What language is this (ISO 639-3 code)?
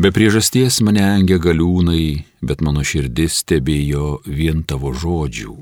lit